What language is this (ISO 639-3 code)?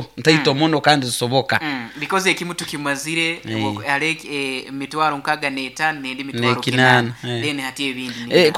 nyo